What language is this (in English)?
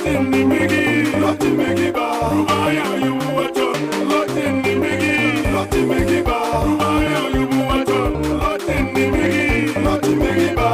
Acoli